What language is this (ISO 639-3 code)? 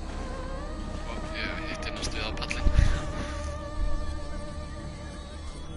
isl